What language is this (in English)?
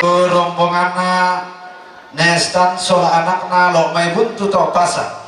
Toraja-Sa'dan